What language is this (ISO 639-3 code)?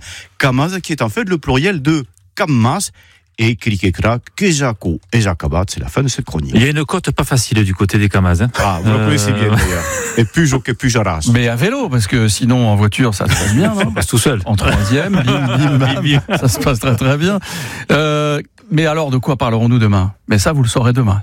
fra